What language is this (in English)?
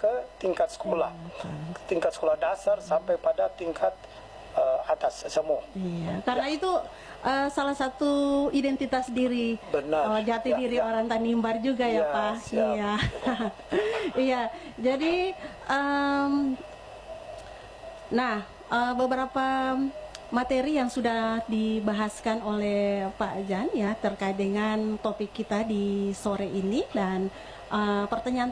Indonesian